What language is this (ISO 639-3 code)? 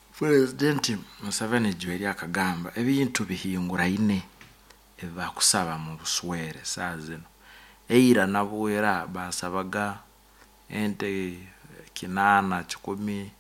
nyn